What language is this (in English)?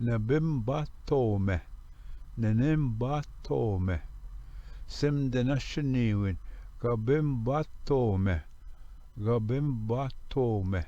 Ojibwa